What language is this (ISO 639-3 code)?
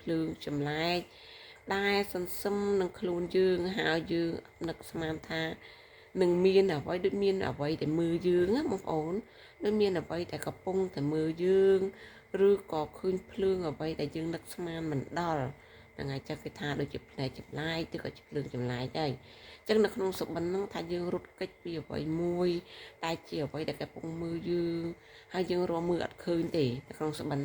khm